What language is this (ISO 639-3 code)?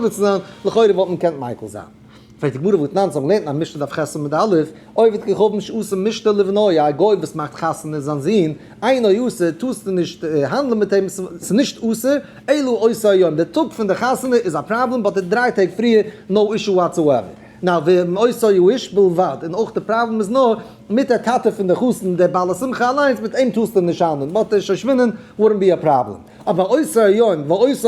yid